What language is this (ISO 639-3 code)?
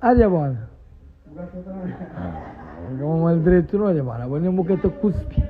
kea